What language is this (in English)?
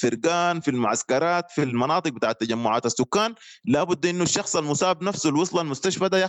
Sudanese Arabic